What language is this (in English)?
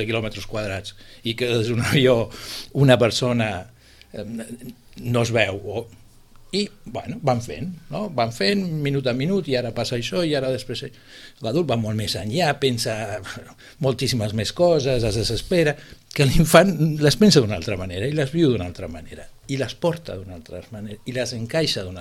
Catalan